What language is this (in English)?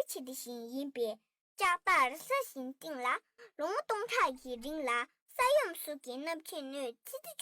Tibetan